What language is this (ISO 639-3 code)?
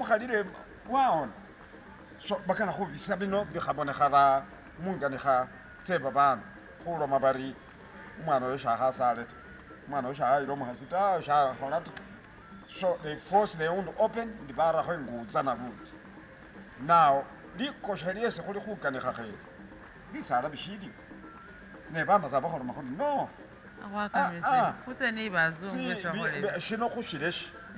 myx